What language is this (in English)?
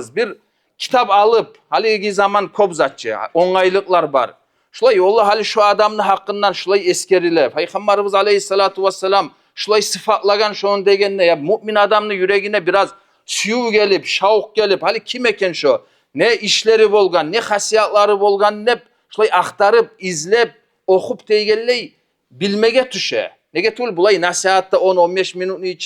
Kumyk